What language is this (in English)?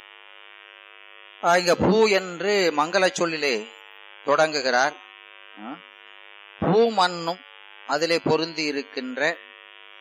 Tamil